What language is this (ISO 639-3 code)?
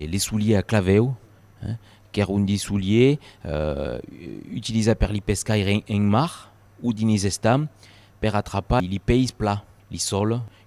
oci